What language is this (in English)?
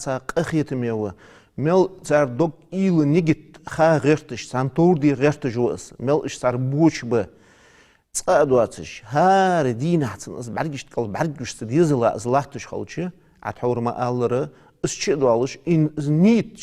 Ingush